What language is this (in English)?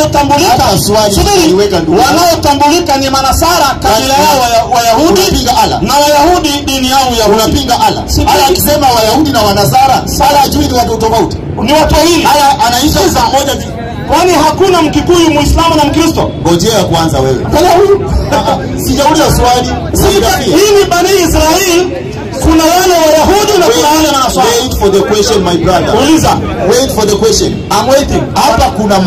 Swahili